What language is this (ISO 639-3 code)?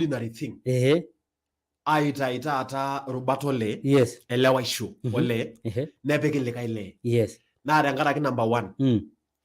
mas